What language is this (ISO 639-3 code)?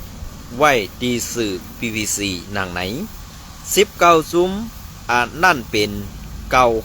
shn